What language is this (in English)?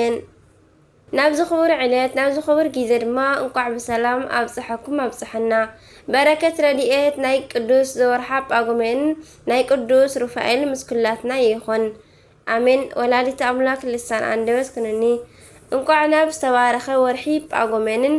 Tigrinya